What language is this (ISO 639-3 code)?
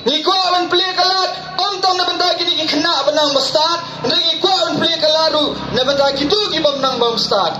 kha